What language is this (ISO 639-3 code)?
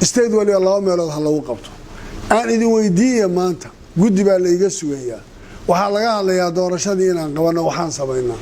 som